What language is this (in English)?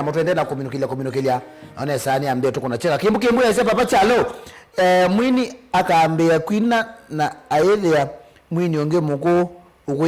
Kamba